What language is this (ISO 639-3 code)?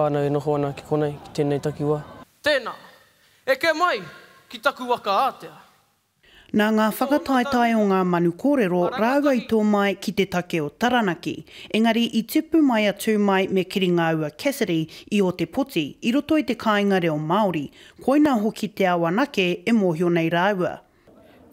mri